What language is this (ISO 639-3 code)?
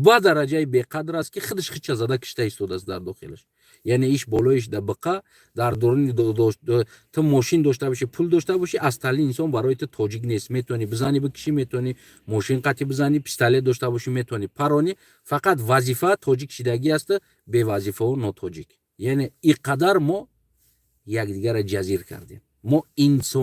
tgk